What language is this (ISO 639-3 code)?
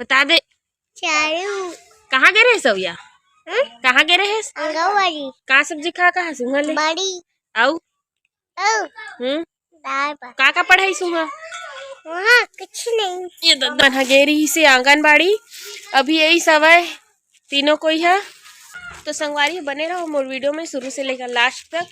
hne